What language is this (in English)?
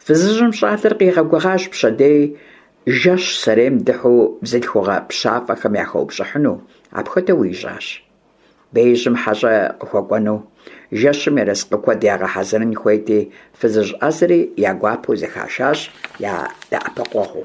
Kabardian